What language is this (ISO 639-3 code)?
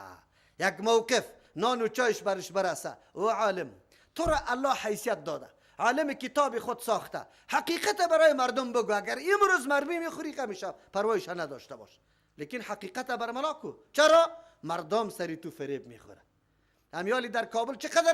fas